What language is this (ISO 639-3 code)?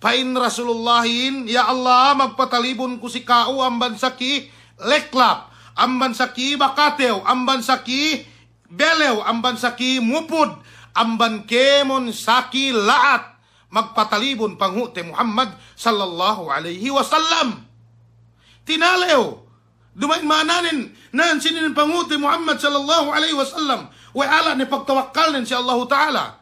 yka